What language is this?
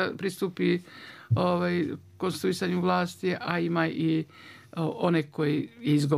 Bosnian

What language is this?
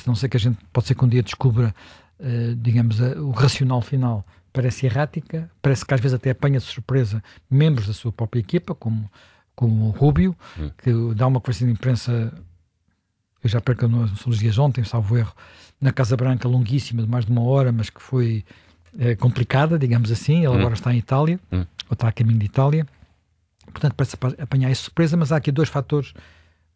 Portuguese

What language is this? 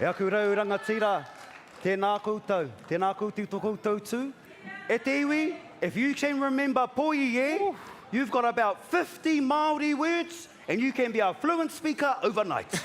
Māori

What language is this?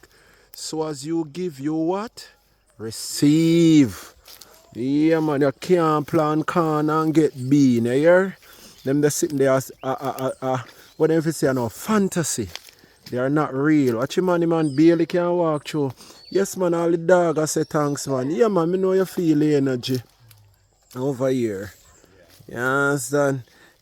Jamaican Creole English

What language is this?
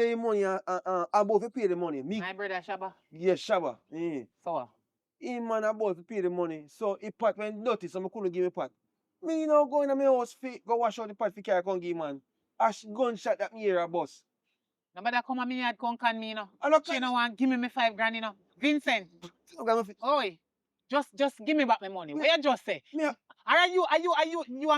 Jamaican Creole English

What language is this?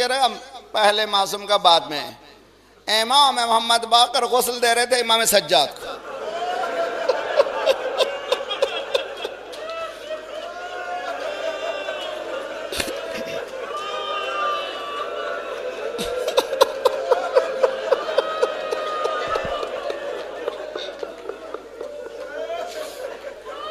Urdu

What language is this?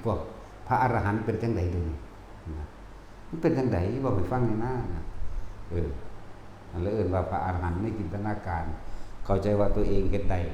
Lao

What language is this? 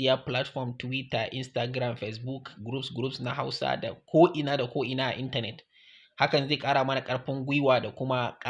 Hausa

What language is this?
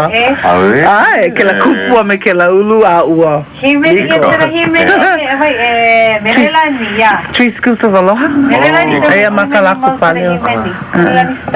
Hawaiian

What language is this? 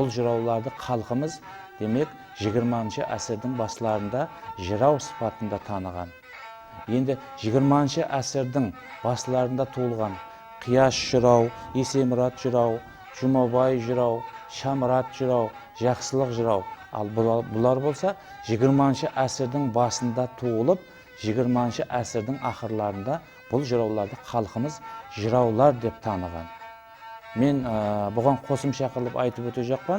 Kara-Kalpak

